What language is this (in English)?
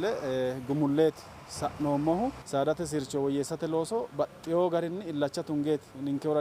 Sidamo